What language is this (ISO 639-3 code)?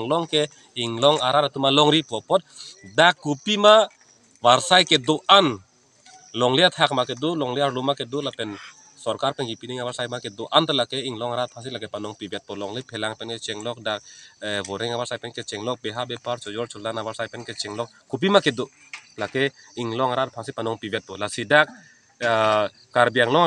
mjw